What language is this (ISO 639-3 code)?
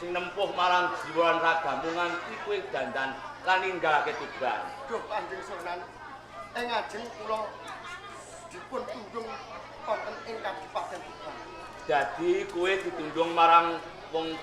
jav